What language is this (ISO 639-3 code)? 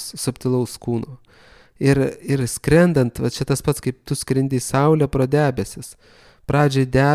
lit